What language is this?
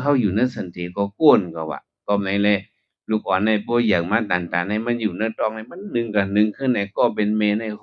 Shan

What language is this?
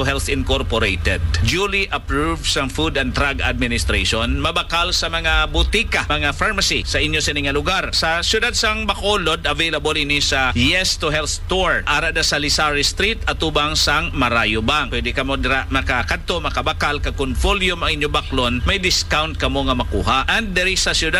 Hiligaynon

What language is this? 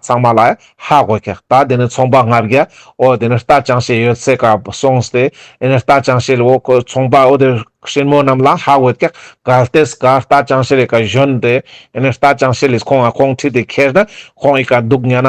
Ladakhi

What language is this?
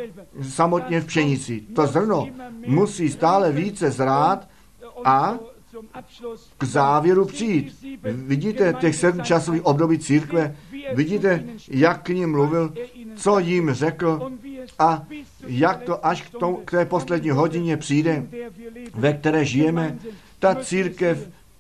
Czech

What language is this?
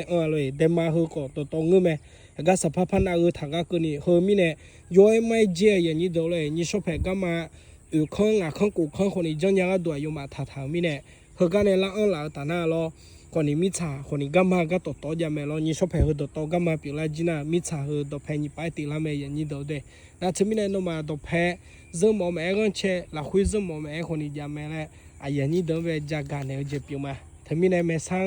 Akha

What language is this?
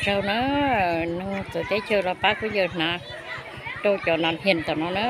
Hmong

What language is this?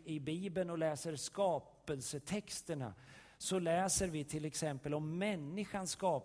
Swedish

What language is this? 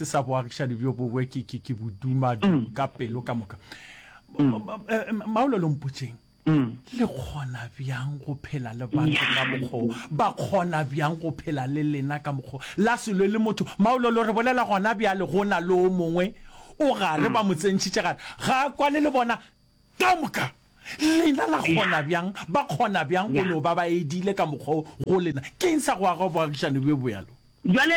Northern Sotho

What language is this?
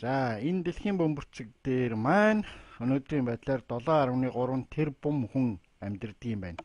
Mongolian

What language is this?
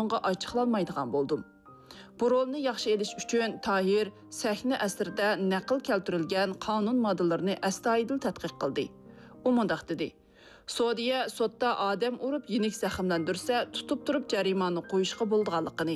Uyghur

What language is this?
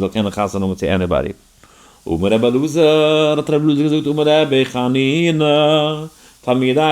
Yiddish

